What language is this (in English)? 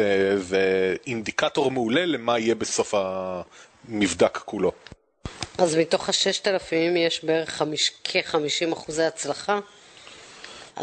Hebrew